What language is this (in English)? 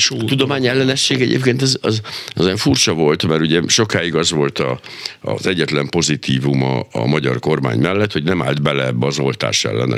Hungarian